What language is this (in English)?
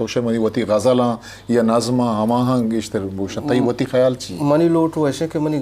Eastern Balochi